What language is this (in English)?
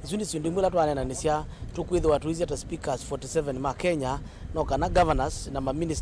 Kamba